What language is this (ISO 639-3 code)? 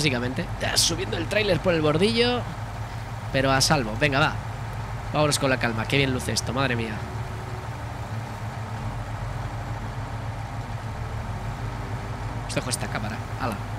spa